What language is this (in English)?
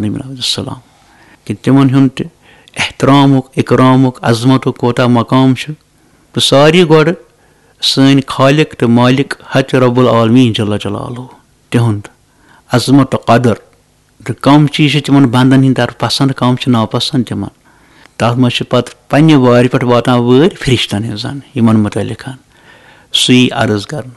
Kashmiri